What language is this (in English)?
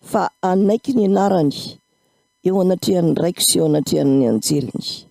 Malagasy